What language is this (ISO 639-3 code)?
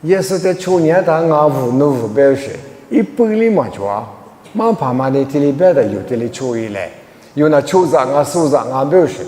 lis